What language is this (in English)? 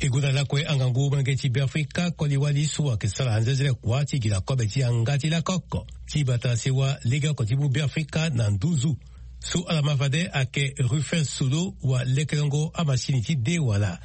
Sango